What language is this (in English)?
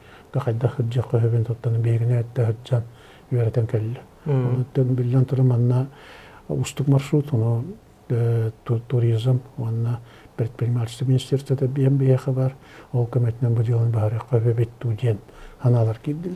Yakut